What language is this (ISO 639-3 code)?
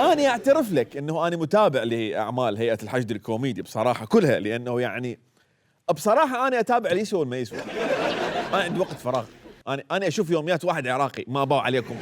acm